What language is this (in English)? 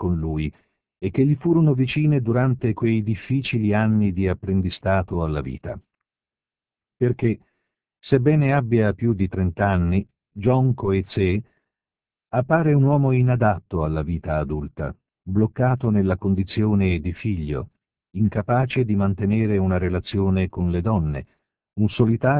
Italian